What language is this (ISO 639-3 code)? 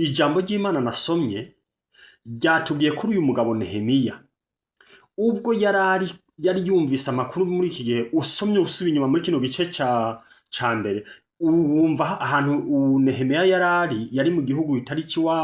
run